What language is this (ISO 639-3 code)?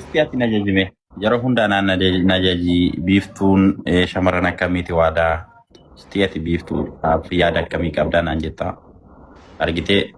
orm